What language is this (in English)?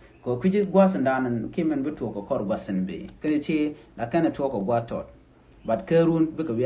Nuer